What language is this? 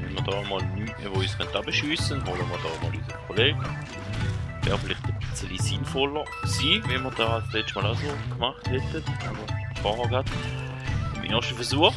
Swiss German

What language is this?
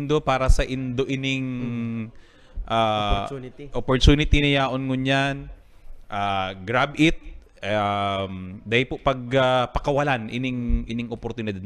Bikol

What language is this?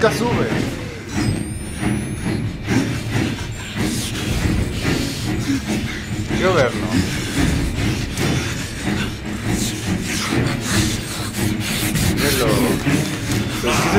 Spanish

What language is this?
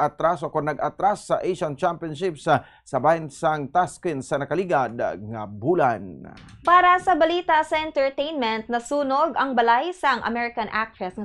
Hiligaynon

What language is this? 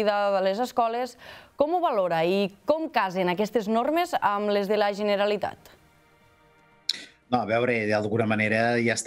Catalan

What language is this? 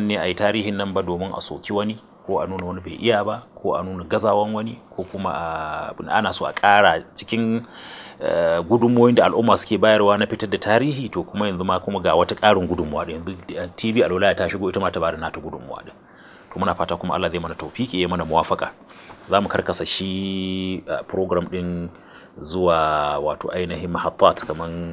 Hausa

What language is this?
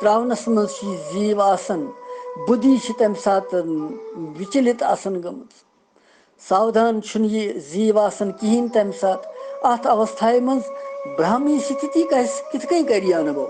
Kashmiri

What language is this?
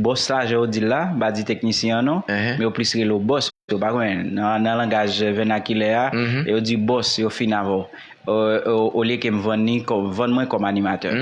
Haitian Creole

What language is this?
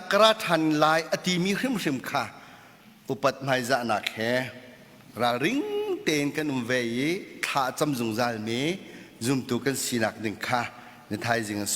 Hakha Chin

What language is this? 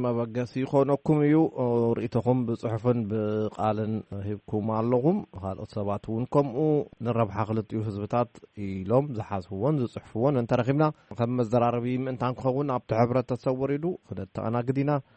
Tigrinya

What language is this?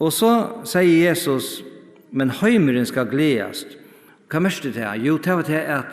Faroese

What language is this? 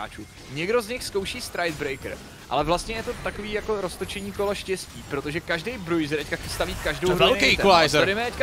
Czech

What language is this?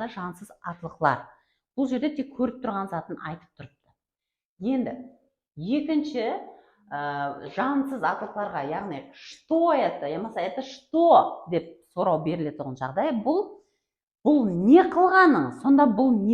Kara-Kalpak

